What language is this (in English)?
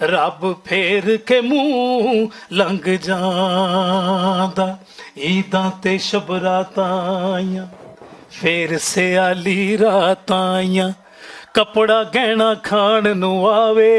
Western Panjabi